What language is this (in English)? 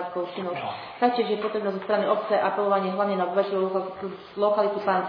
Slovak